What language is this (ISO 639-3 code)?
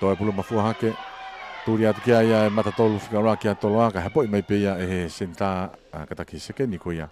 ton